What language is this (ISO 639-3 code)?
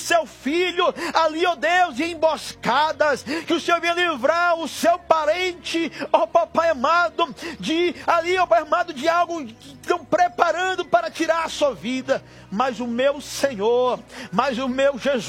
por